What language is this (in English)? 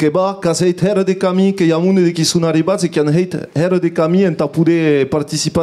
Occitan